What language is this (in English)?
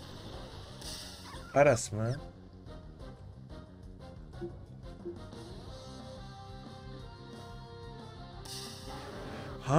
Turkish